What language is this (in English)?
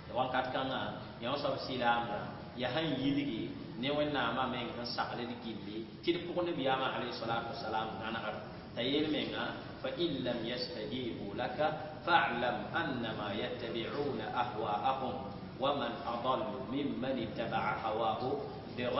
Mossi